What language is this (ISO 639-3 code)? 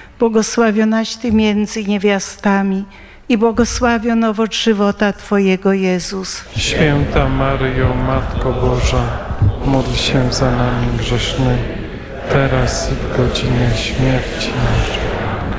pol